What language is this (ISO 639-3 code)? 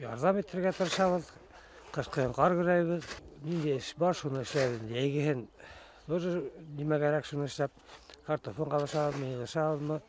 bak